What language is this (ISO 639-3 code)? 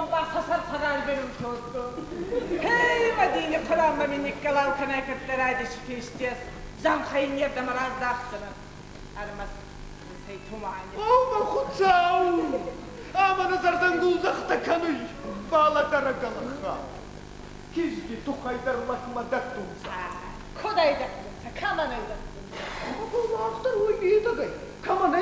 oss